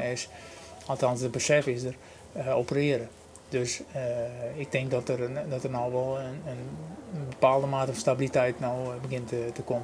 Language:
Western Frisian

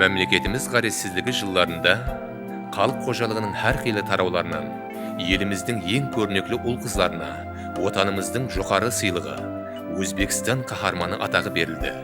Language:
Kara-Kalpak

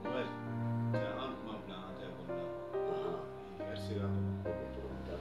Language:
Bambara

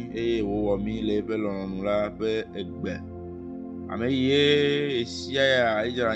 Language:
Ewe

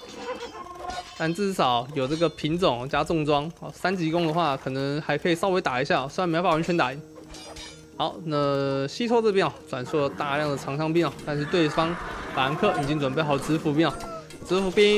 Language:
Chinese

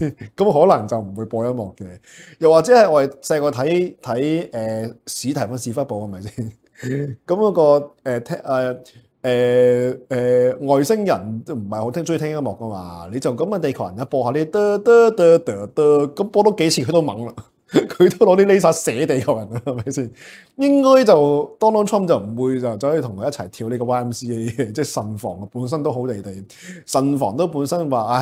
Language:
Cantonese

